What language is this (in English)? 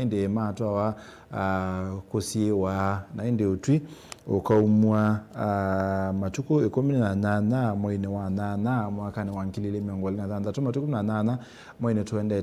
Kamba